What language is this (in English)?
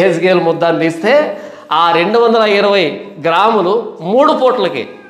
Telugu